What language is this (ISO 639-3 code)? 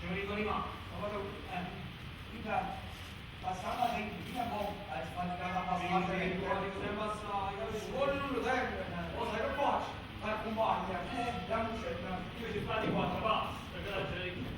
nap